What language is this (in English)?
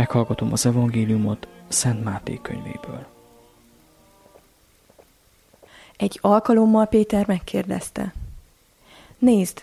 Hungarian